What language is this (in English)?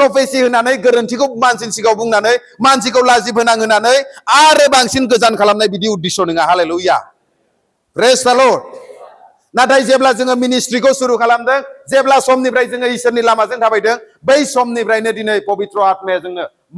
Bodo